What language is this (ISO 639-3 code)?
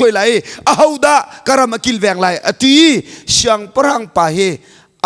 cnh